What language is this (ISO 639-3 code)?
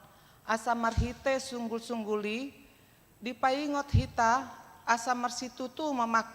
bbc